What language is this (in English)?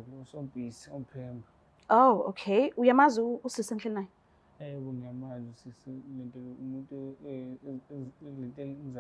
Zulu